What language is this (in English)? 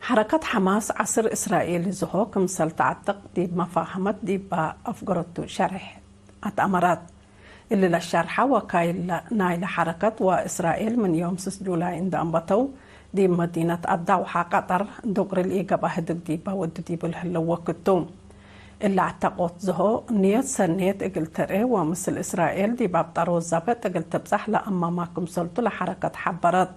Tigre